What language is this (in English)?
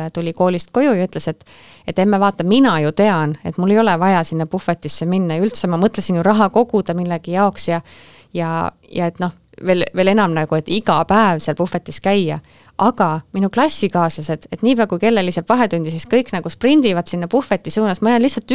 Estonian